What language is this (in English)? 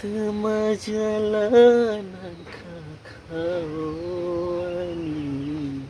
Kok Borok